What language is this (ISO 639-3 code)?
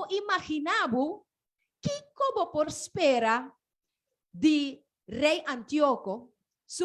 pap